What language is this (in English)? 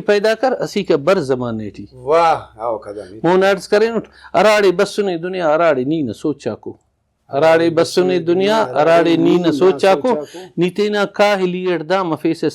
Brahui